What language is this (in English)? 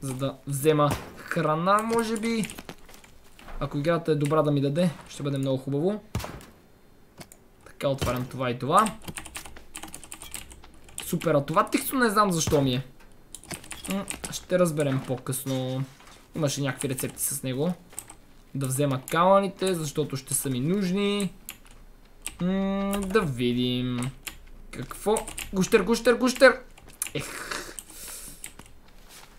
Bulgarian